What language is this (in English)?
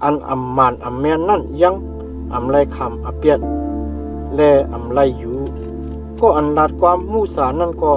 Shan